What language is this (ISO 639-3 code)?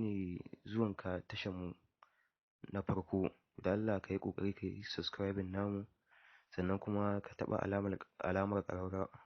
hau